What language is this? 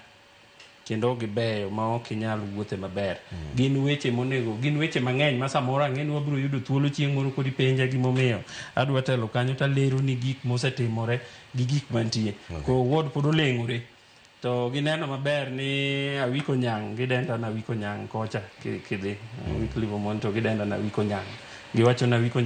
Luo (Kenya and Tanzania)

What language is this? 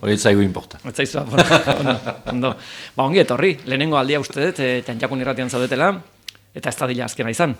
Basque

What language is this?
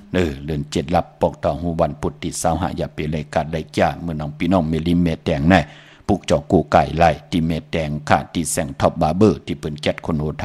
Shan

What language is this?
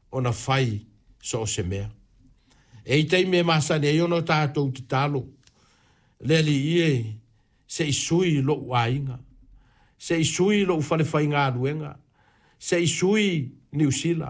Samoan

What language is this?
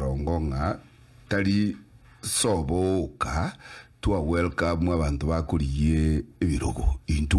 Gusii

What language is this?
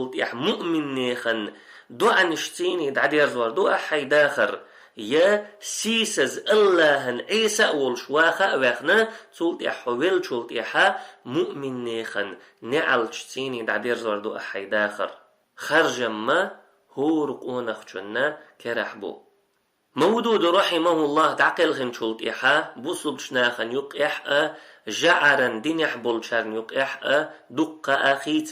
Chechen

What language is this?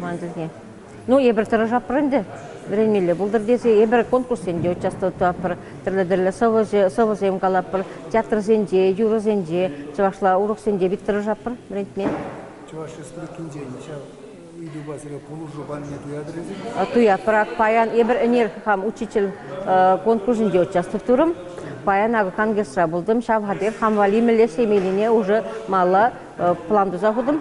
Chuvash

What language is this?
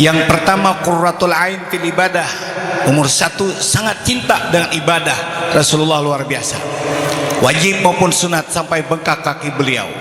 Banjar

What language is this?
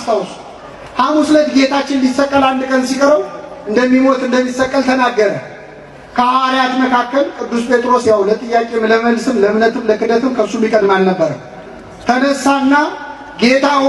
Amharic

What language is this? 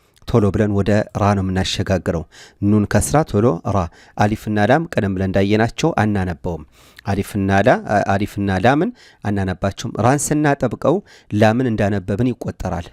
Amharic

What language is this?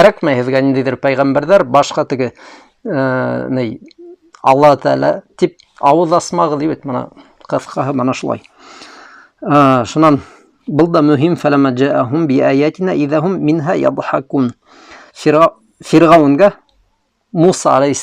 Bashkir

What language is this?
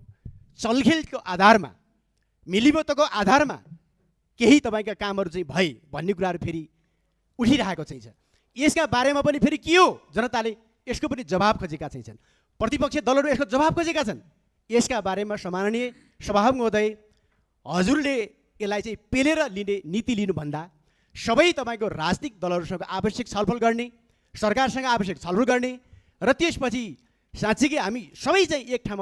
Nepali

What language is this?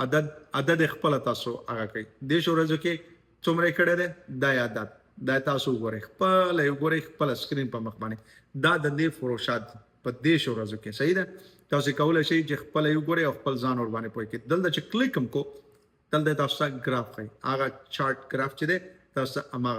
Pashto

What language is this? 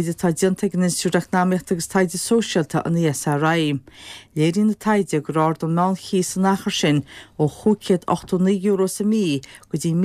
Irish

